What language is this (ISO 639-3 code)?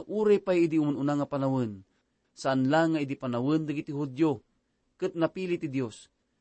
ilo